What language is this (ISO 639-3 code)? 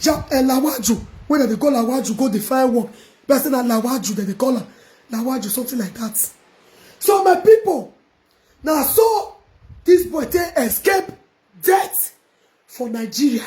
pcm